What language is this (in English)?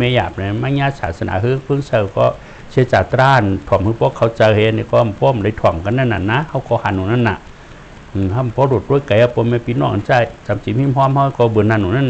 Shan